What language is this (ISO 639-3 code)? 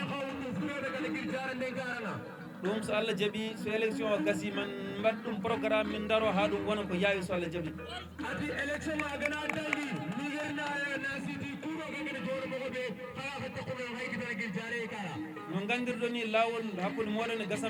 ful